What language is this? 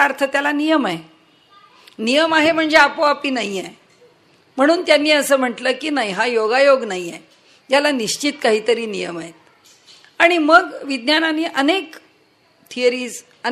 Marathi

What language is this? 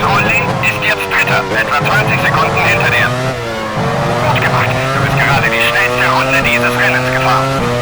Bavarian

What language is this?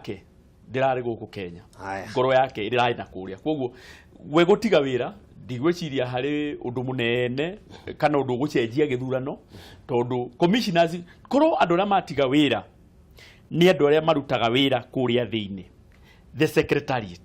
Kikuyu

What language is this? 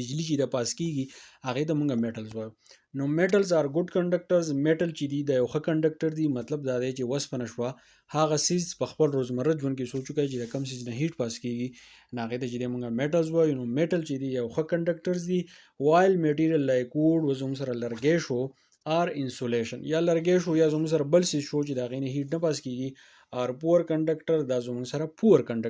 Pashto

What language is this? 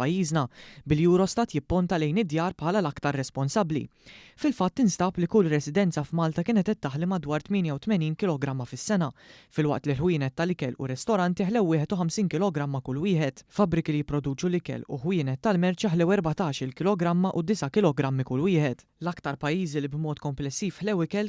Maltese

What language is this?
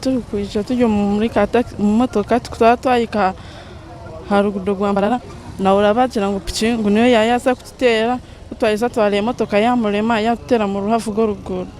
Nyankole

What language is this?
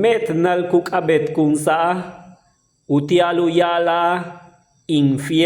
Yucateco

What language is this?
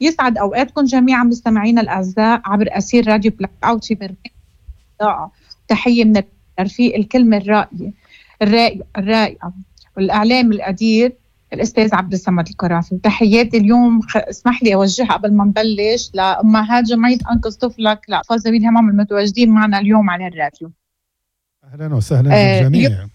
Moroccan Arabic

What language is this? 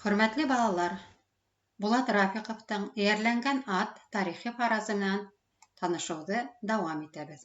Bashkir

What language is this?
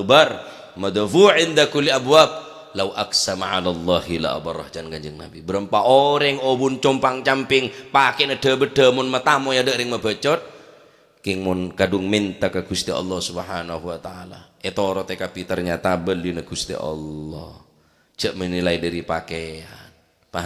Madurese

